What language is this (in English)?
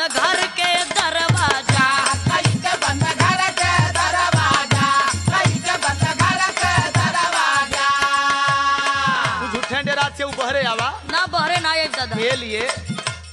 Bhojpuri